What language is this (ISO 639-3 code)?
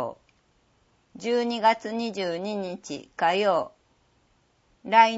jpn